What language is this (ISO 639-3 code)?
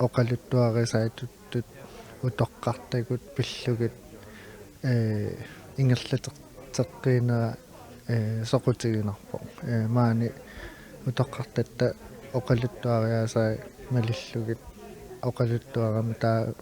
kal